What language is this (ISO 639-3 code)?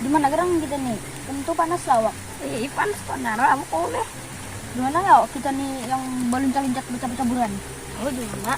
bjn